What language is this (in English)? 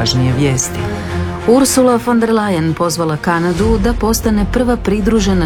Croatian